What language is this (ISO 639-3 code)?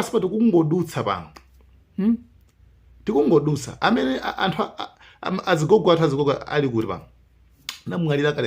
nya